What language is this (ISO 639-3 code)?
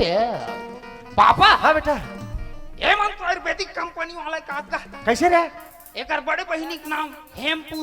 hne